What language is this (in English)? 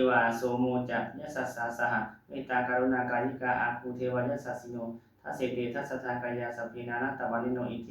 Pali